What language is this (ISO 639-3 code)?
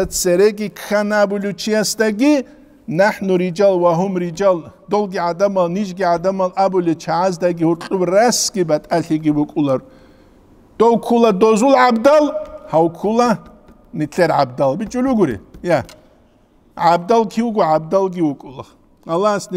ava